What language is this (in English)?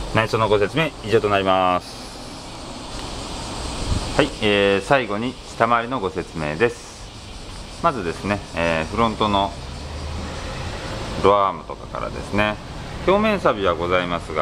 Japanese